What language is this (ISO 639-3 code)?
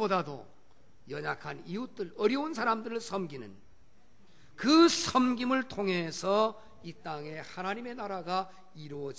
kor